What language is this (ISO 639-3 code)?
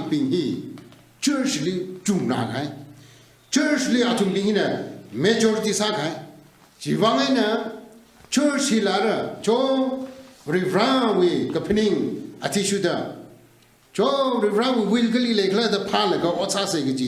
nmf